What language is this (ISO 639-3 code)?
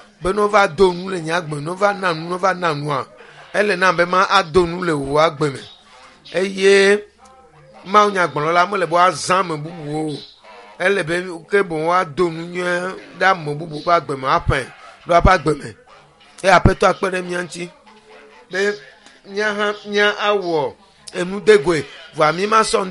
ewe